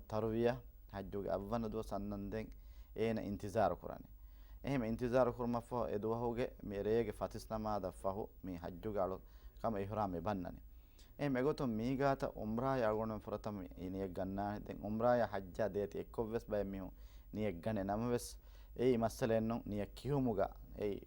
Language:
Divehi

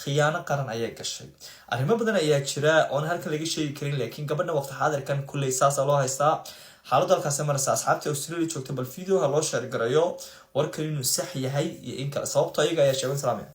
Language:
Somali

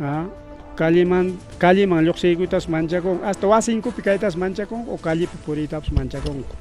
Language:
Ayacucho Quechua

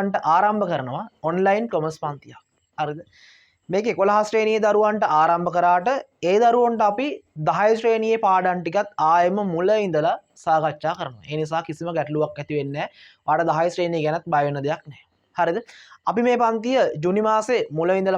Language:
Sinhala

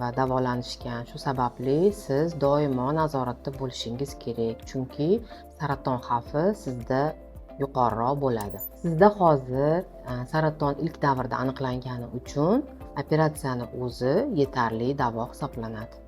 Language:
Uzbek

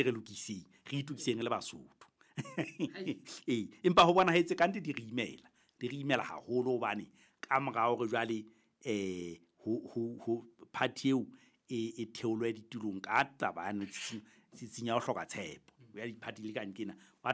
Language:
Southern Sotho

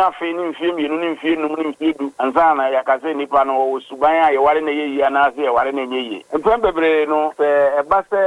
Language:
Akan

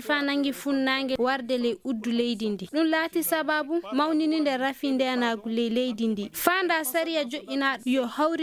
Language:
Fula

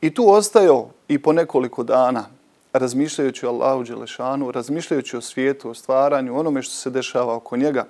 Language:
Bosnian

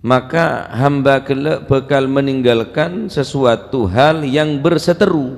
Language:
Madurese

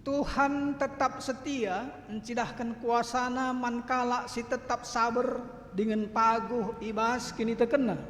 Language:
Batak Karo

